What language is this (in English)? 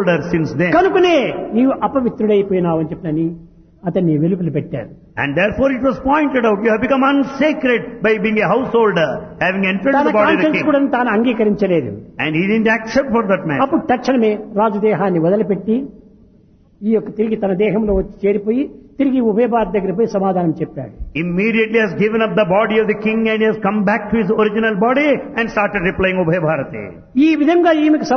Telugu